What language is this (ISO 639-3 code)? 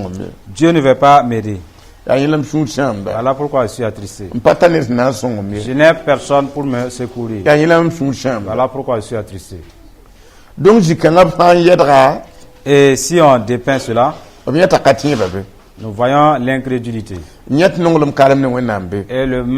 mos